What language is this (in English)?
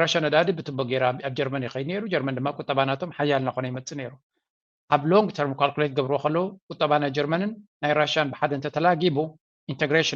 Tigrinya